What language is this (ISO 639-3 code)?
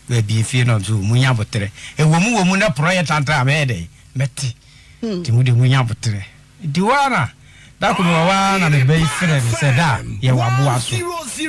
aka